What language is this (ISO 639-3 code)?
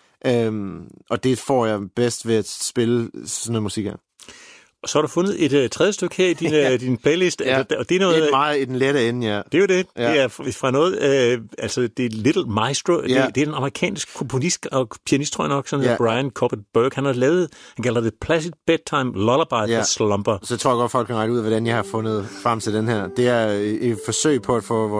dan